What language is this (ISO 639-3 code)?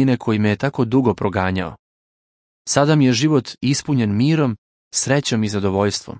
srp